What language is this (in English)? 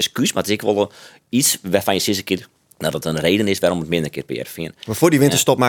Western Frisian